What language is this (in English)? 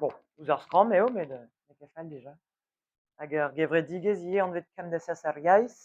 Breton